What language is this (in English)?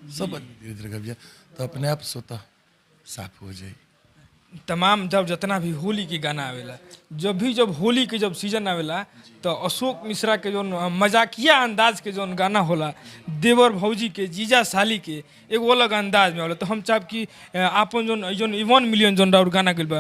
Bhojpuri